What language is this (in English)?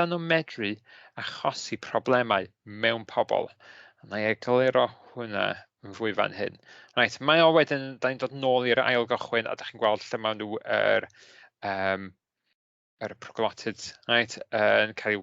Welsh